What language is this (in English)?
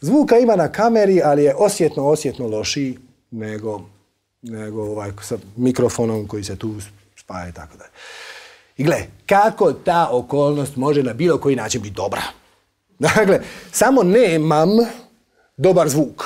Croatian